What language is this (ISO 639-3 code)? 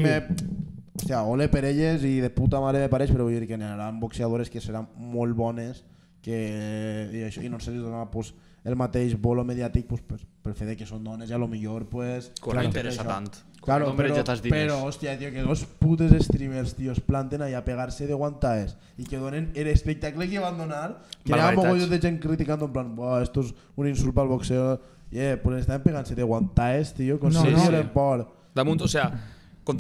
cat